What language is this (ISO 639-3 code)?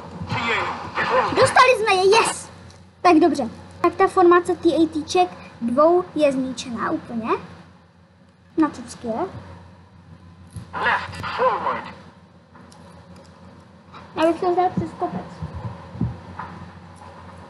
ces